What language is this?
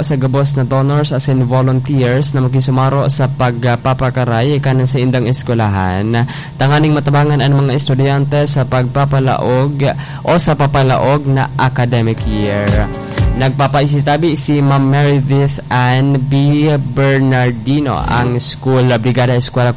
Bikol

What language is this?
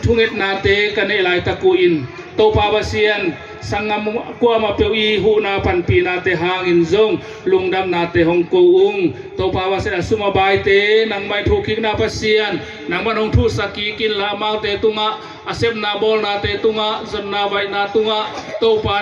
Tedim Chin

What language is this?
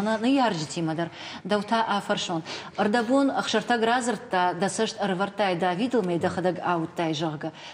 Ossetic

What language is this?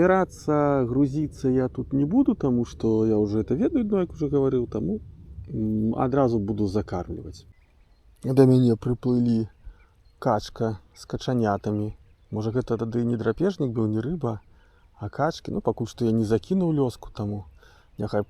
Belarusian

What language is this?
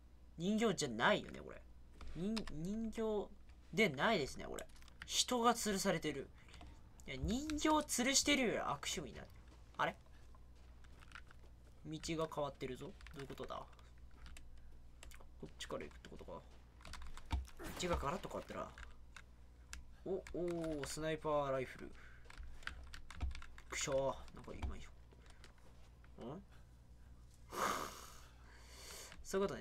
Japanese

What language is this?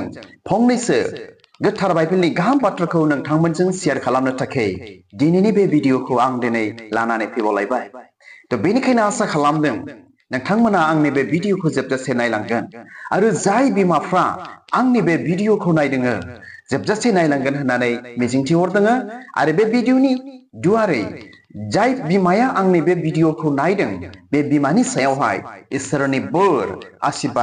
Bodo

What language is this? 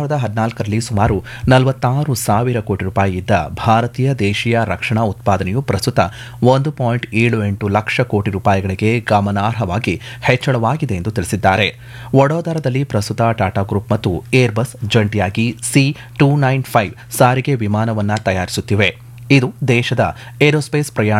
Kannada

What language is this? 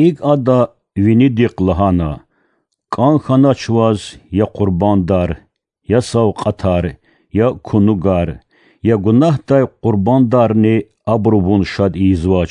Lezghian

